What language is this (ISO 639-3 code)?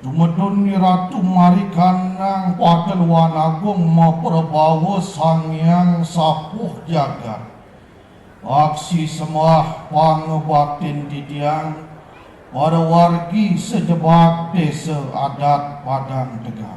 ban